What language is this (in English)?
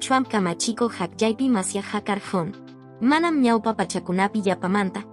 Quechua